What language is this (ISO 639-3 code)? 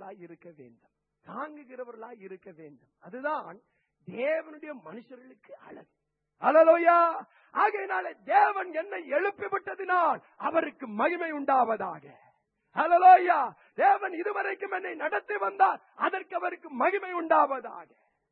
tam